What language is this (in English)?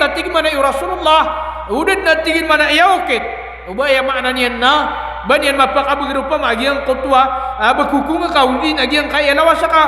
Maranao